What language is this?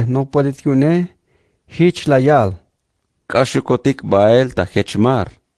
Tzeltal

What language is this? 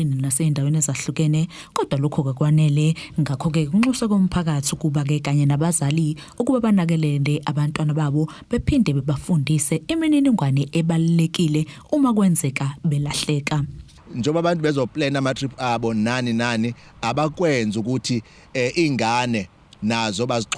Zulu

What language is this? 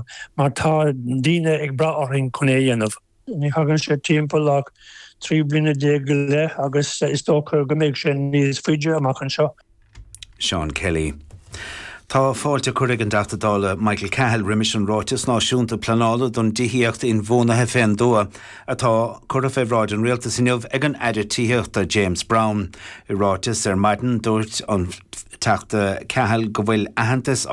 Irish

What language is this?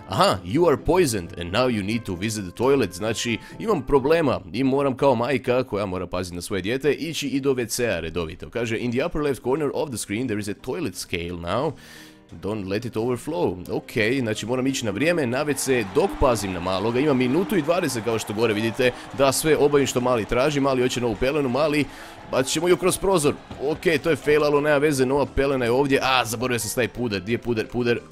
Croatian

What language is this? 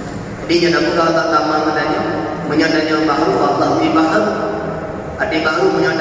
Achinese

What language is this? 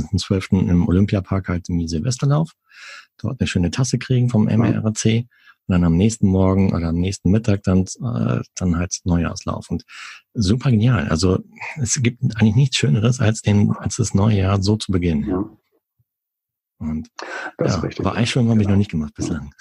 German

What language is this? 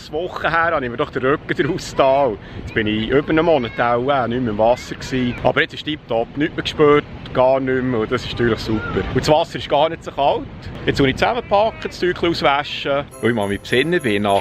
Swiss German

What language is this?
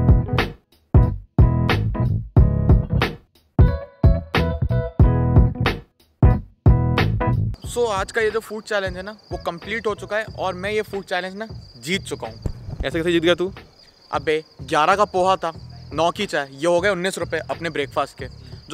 Hindi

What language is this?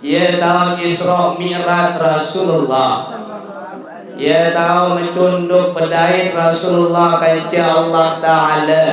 Sasak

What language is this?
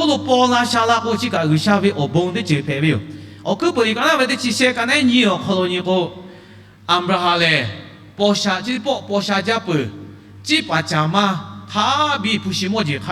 Lahu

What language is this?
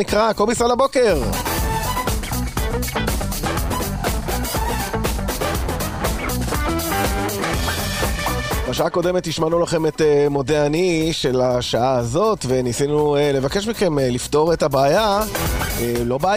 Hebrew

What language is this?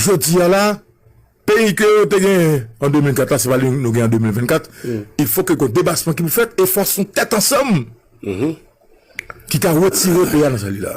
Haitian Creole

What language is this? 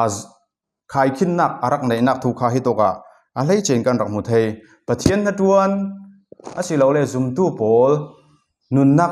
Falam Chin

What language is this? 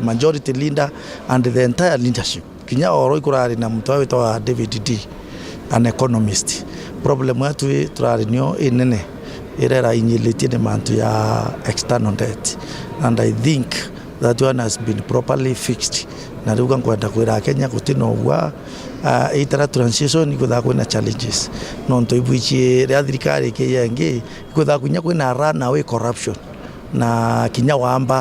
Meru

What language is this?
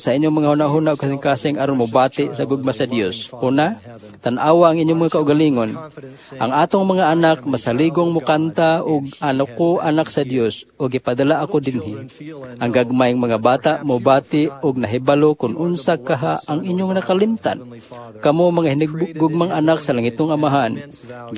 Cebuano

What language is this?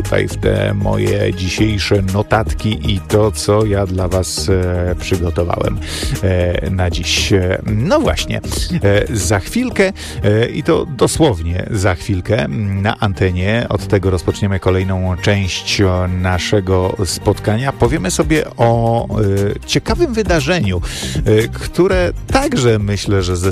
Polish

